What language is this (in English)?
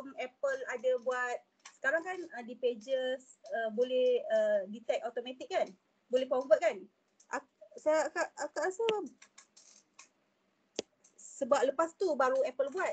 Malay